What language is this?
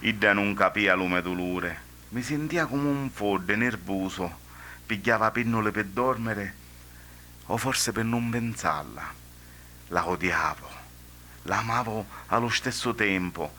Sicilian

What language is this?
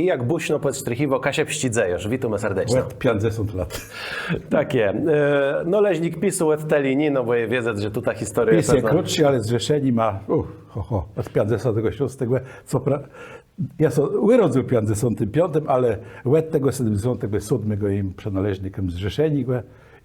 Kashubian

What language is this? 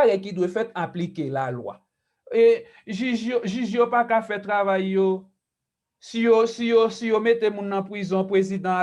Haitian Creole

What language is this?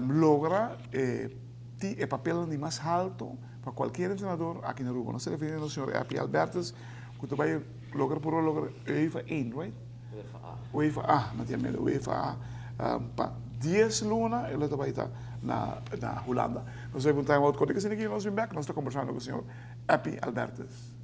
Papiamento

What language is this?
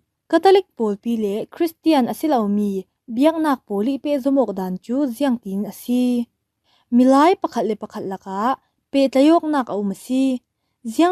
Falam Chin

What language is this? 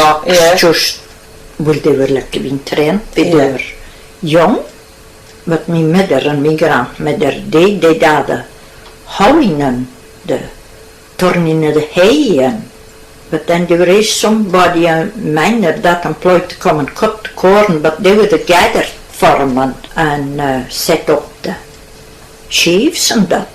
Scots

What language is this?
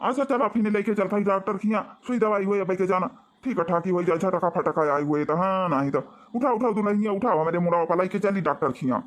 Awadhi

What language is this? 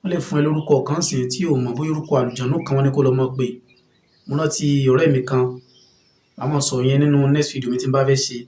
Yoruba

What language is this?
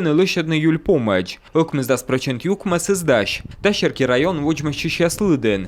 Komi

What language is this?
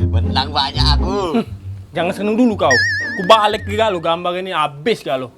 Musi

